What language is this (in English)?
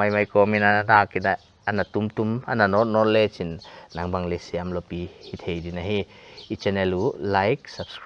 Paite Chin